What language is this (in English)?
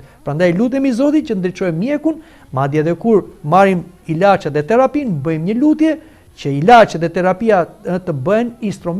Albanian